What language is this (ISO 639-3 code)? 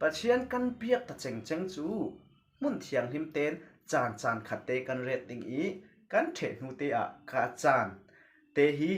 cfm